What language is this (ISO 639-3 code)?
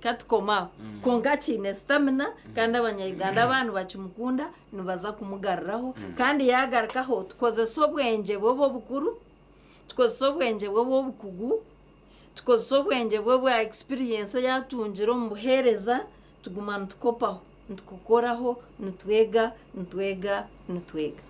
nyn